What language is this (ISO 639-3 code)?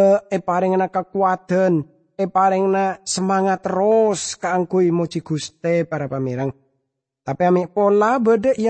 mad